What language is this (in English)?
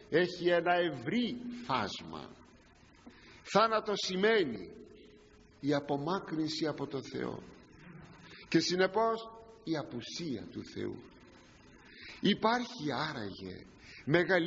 Greek